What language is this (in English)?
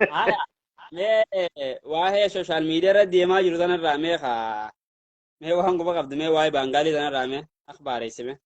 Oromo